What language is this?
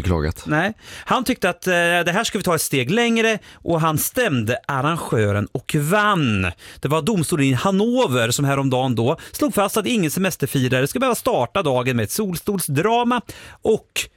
Swedish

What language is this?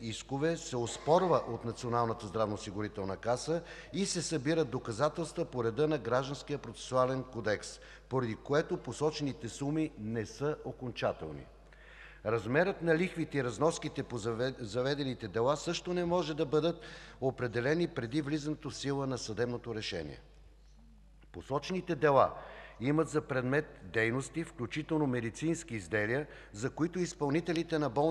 Bulgarian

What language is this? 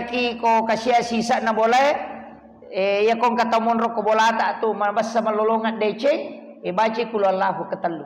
Buginese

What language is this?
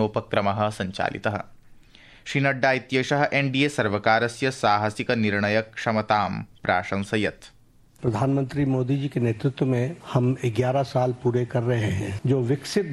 Sanskrit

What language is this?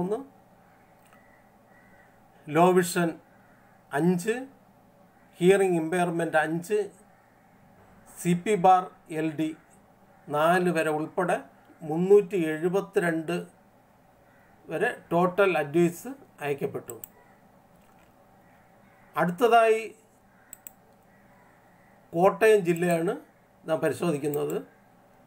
Malayalam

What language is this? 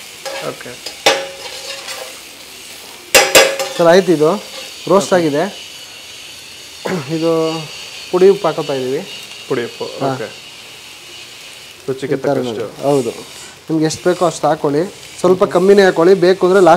Kannada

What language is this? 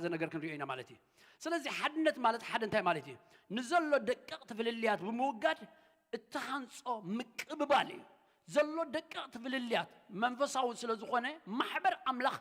Tigrinya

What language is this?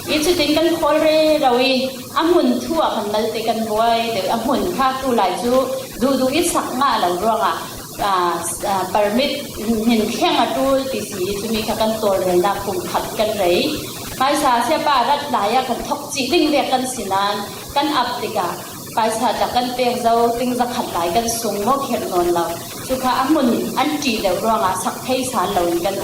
Falam Chin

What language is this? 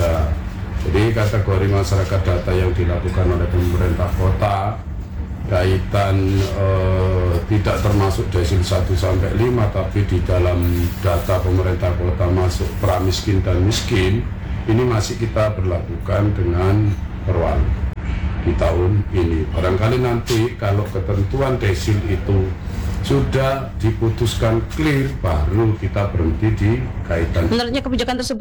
Indonesian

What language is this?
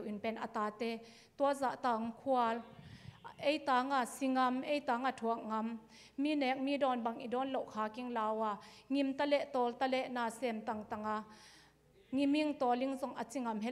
Tedim Chin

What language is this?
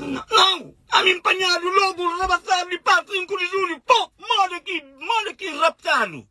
Kabuverdianu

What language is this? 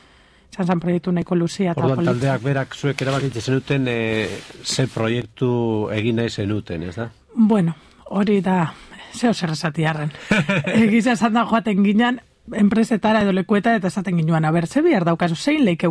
Basque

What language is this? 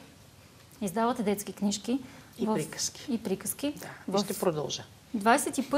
Bulgarian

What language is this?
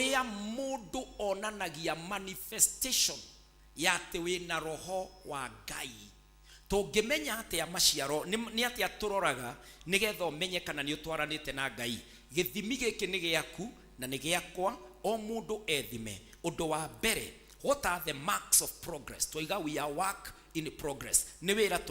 Kikuyu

